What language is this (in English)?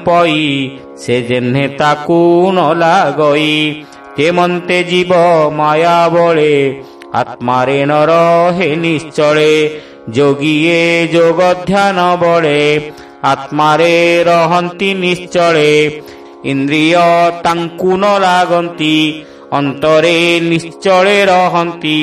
Odia